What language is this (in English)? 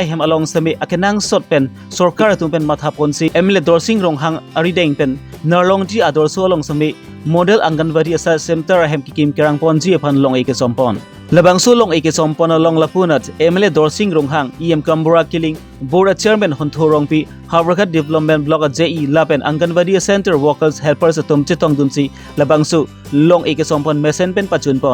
Karbi